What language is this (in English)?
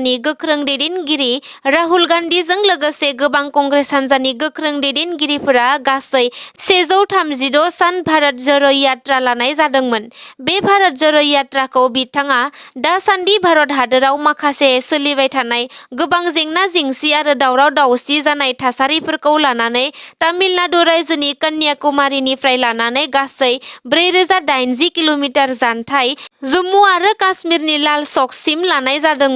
Bodo